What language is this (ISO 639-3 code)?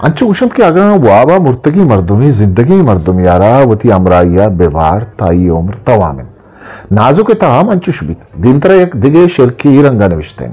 bgp